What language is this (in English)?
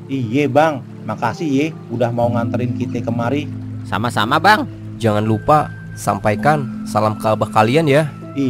Betawi